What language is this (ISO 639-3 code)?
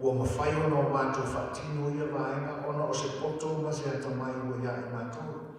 smo